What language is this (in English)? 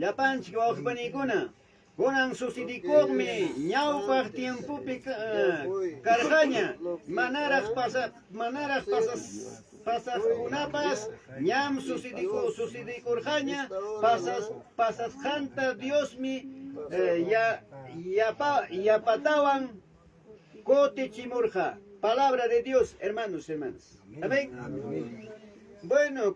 Ayacucho Quechua